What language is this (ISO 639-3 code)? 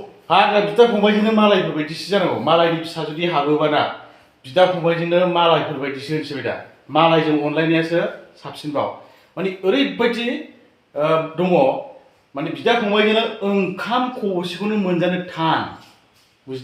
brx